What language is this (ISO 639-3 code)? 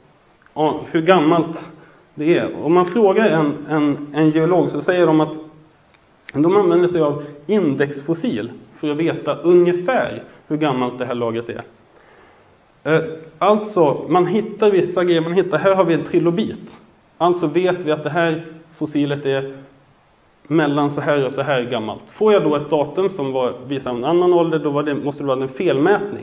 swe